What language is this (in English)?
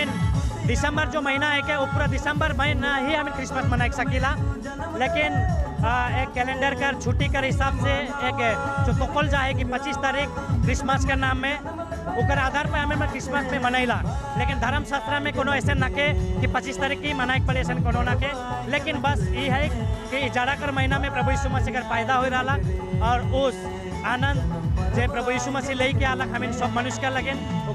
Sadri